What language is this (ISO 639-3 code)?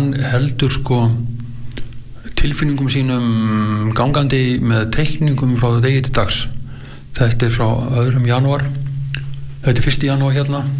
isl